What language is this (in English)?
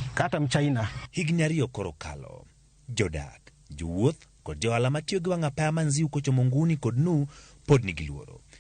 Luo (Kenya and Tanzania)